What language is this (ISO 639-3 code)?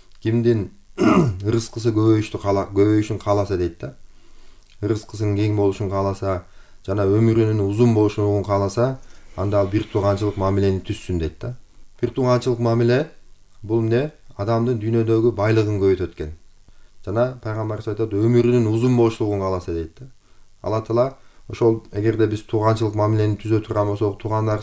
kir